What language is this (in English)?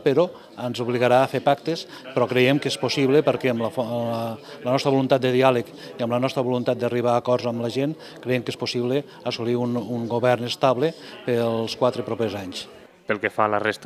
Catalan